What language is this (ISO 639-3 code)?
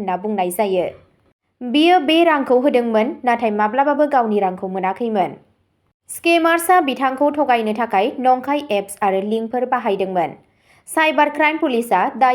brx